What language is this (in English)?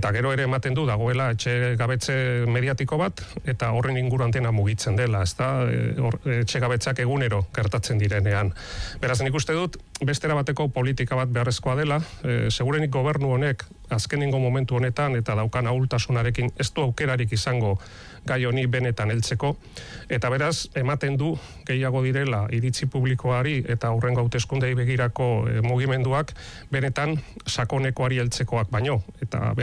Basque